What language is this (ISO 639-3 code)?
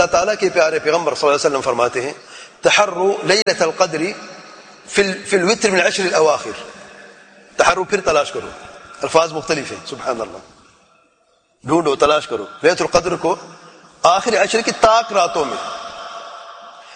urd